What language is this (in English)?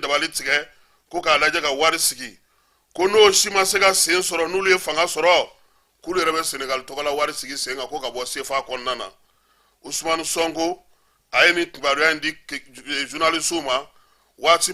Bambara